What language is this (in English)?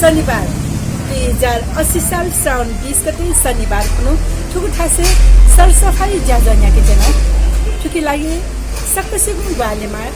Newari